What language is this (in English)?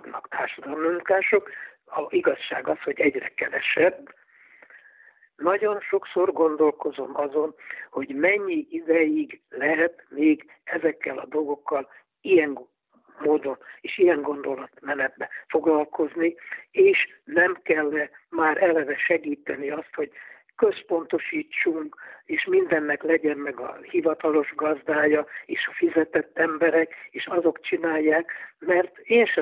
Hungarian